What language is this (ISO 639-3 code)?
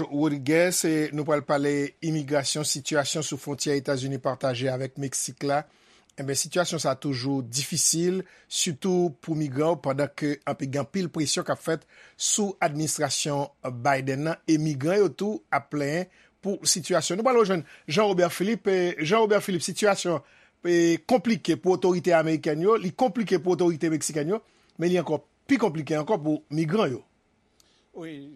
hat